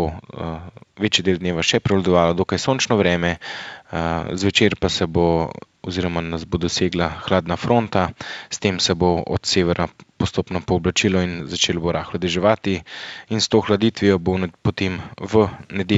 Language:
Slovenian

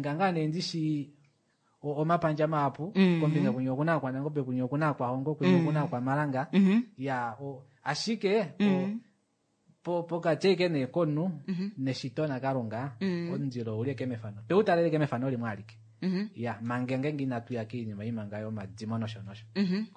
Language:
Kuanyama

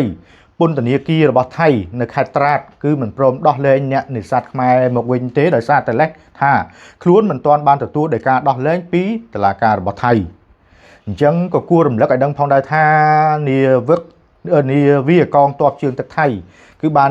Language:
Khmer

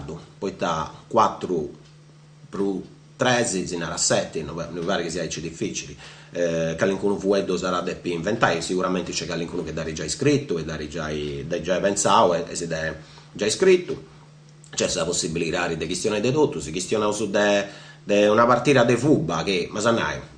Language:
Sardinian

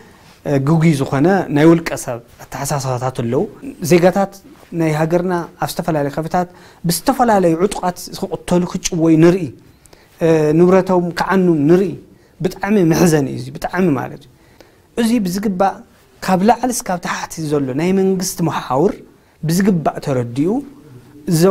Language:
Tigrinya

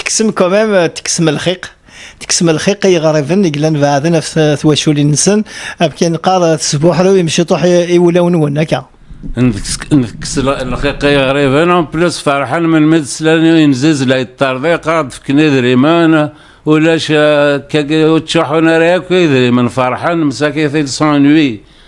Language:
Kabyle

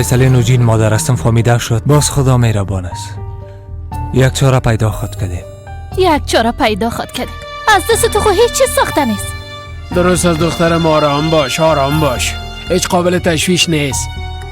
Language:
Persian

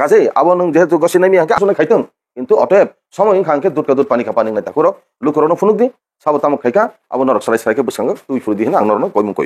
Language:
Kok Borok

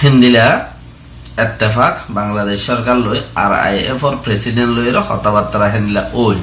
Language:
Rohingya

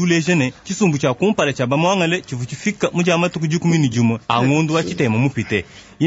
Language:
Luba-Lulua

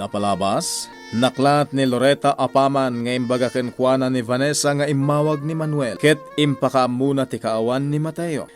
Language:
Iloko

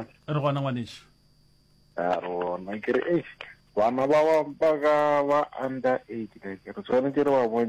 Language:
Northern Sotho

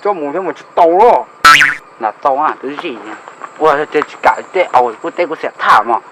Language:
Hmong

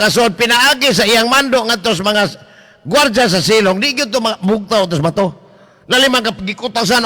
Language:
Cebuano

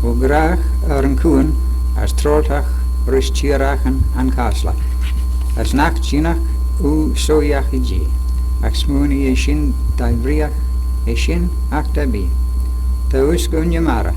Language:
Manx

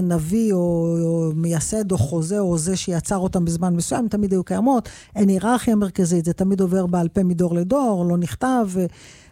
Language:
Hebrew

